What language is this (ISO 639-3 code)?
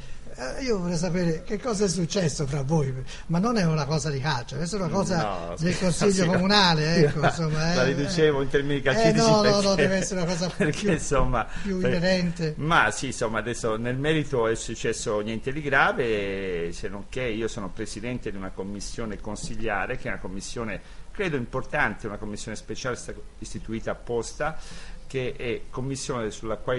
ita